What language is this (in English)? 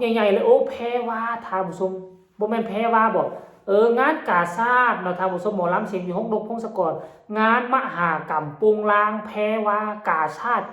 Northeastern Thai